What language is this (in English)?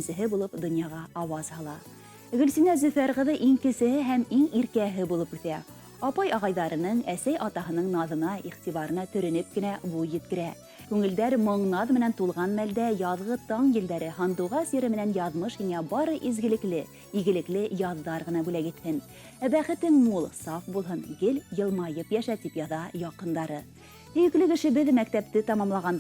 Bashkir